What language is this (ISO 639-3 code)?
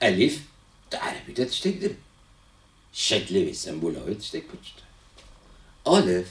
kur